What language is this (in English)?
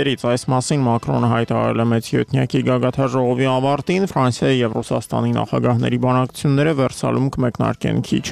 Armenian